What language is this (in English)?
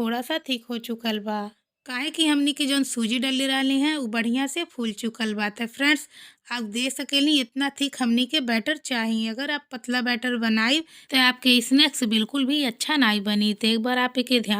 Bhojpuri